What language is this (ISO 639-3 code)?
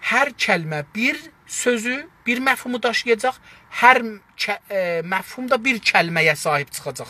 azb